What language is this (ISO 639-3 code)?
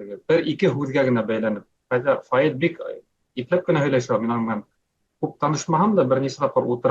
bak